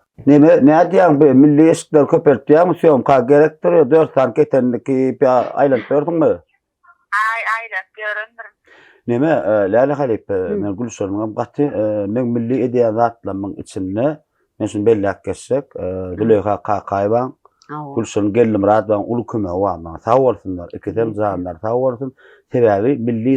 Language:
Turkmen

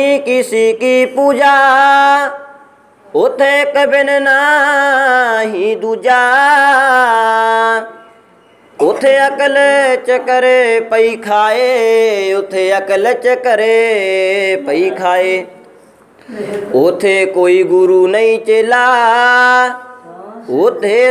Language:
Punjabi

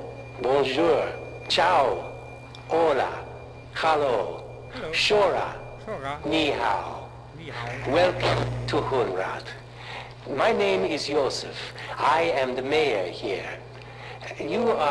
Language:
Low German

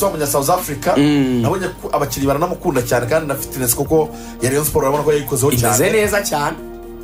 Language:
Kinyarwanda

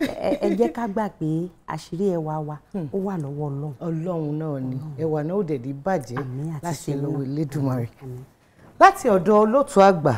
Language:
Yoruba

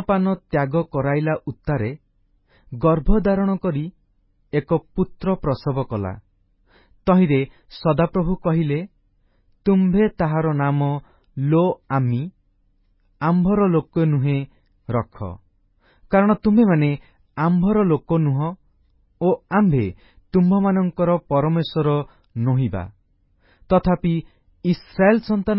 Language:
Odia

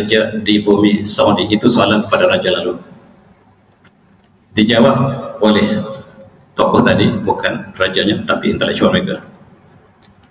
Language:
Malay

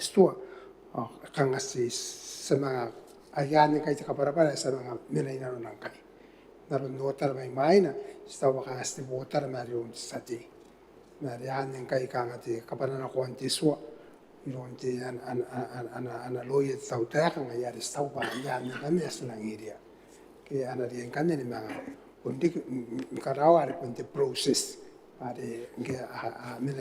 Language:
Gilbertese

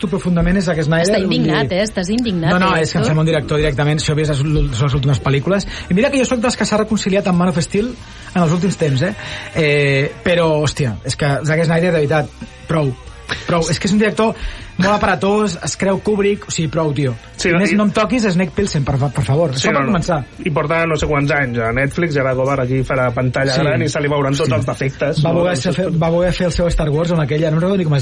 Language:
Catalan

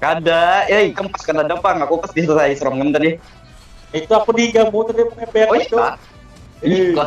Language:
Banjar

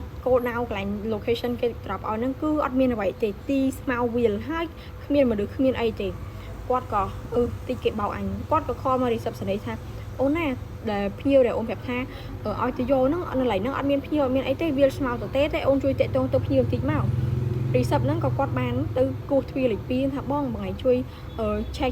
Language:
Khmer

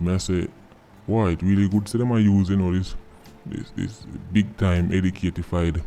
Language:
Jamaican Creole English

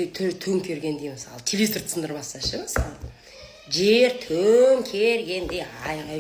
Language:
Kazakh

